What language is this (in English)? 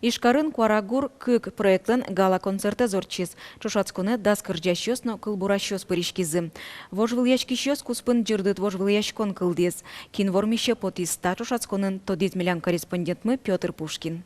Udmurt